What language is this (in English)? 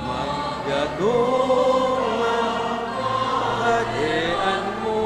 Bikol